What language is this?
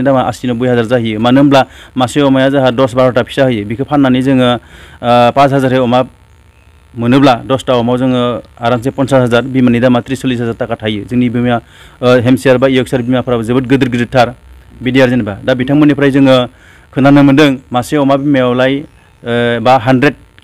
Bodo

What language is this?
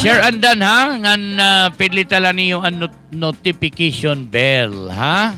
Waray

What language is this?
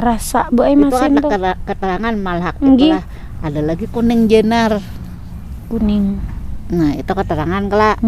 Banjar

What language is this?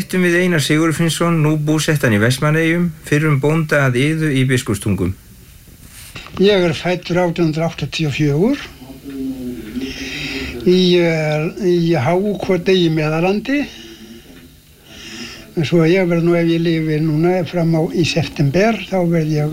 Icelandic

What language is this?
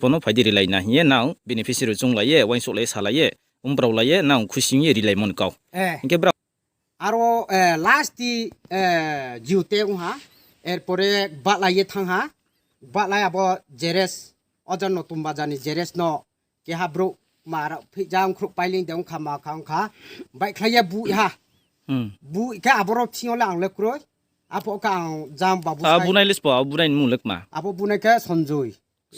Riang (India)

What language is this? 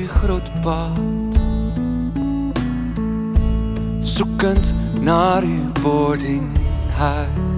Dutch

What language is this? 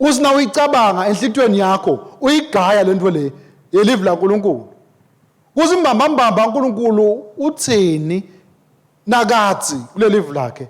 Swati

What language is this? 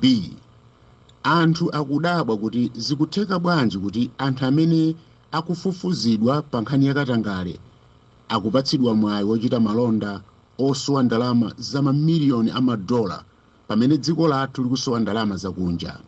Nyanja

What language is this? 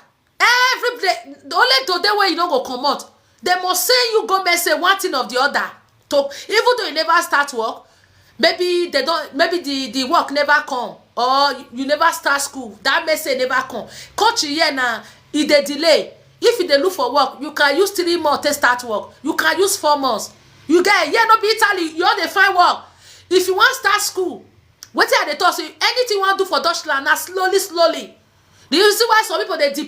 Nigerian Pidgin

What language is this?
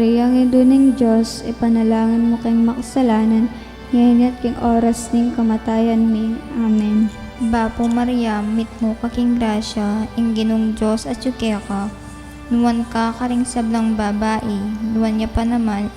Pampanga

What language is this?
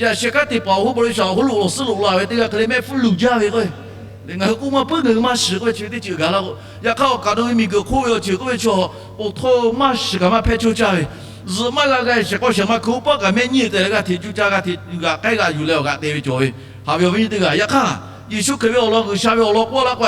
Lahu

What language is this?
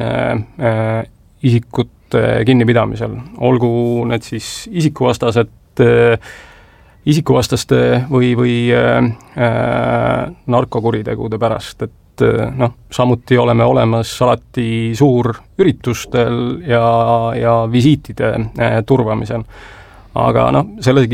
Estonian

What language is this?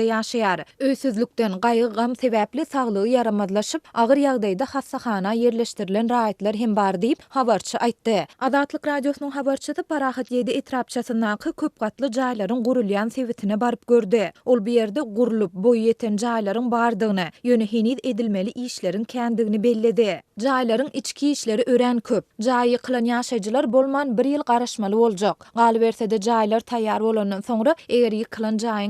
Turkmen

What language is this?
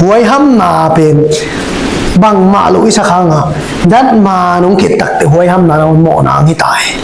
Tedim Chin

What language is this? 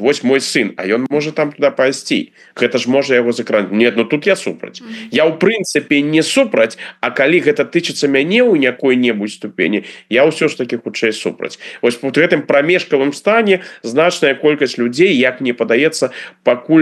Belarusian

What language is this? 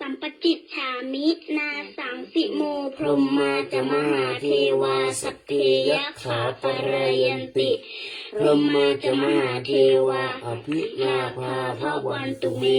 Pali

